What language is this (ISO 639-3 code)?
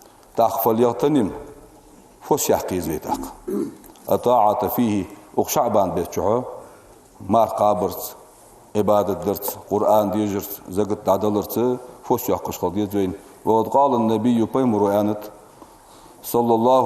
inh